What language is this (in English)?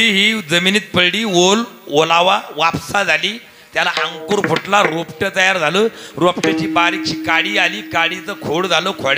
Marathi